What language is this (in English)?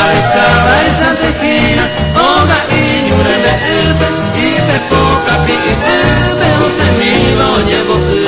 Guarani